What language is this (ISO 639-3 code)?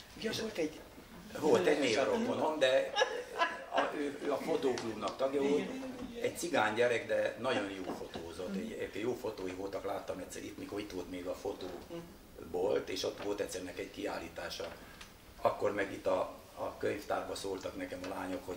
hun